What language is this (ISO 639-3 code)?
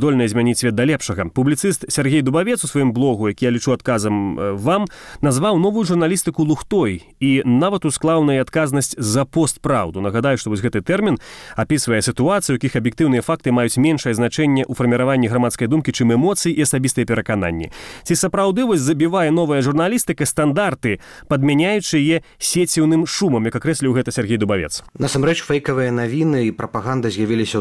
bel